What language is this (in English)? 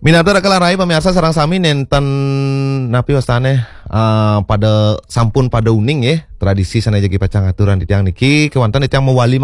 Balinese